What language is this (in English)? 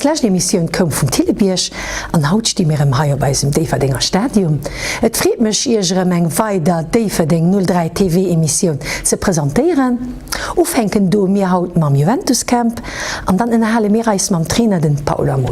Luxembourgish